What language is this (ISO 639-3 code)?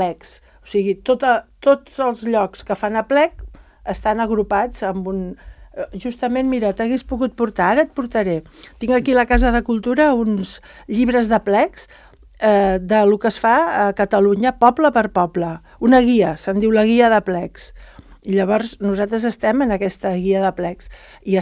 cat